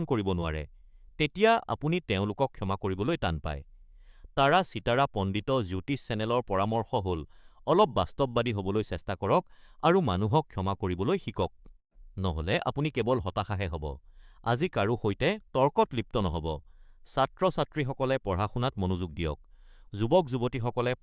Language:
Assamese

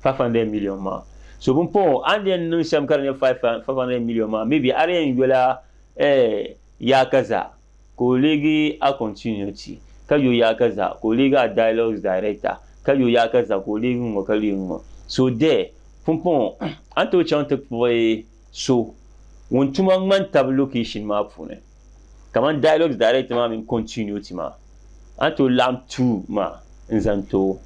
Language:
Dagbani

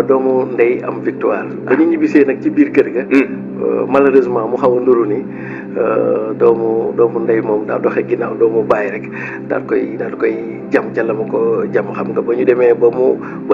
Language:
Wolof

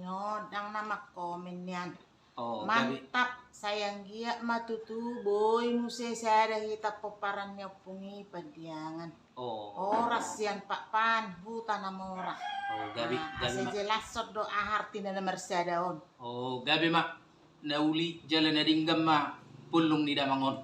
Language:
Batak Toba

